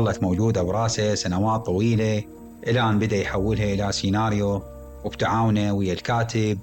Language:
Mesopotamian Arabic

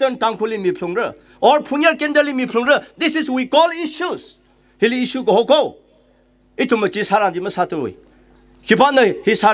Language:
Tangkhul Naga (India)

